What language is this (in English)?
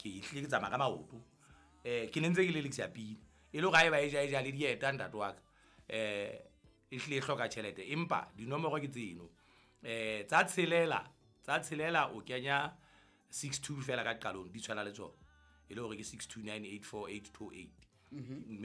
Southern Sotho